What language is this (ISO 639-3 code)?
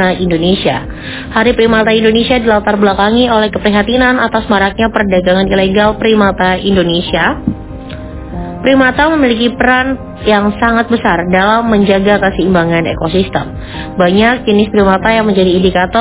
ind